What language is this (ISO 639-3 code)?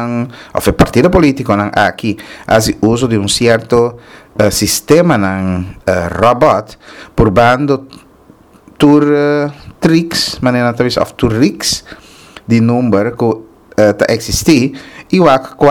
pap